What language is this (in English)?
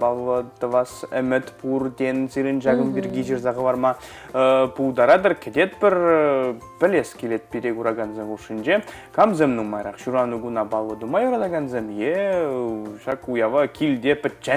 Chuvash